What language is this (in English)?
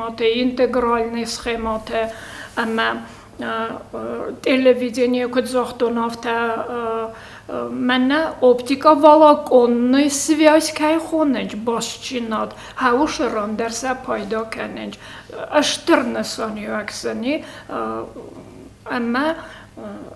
Ossetic